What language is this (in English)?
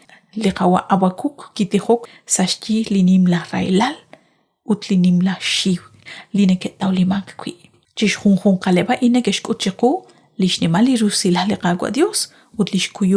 Kekchí